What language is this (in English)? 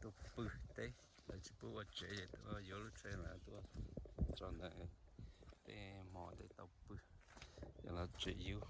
Hmong